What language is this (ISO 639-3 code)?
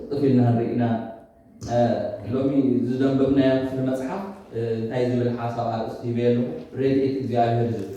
tir